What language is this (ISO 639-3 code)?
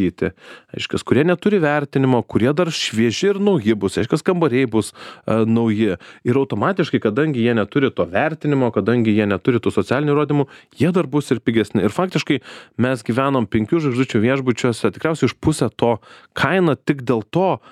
lit